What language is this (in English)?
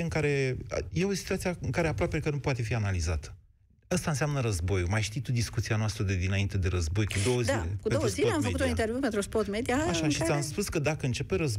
Romanian